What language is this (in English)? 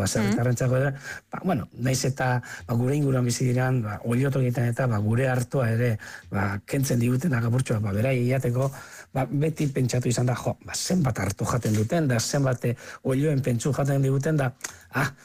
Basque